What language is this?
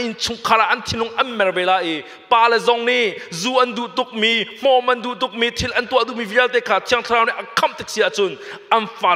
Hakha Chin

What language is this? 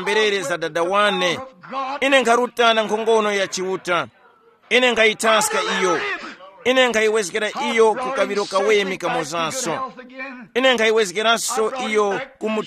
Tumbuka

